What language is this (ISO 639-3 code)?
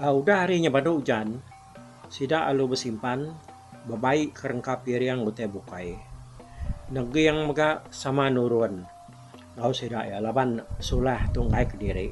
iba